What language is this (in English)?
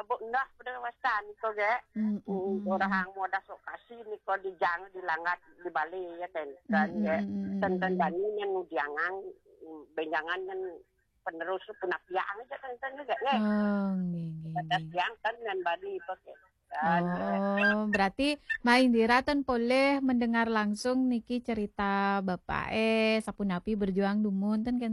Balinese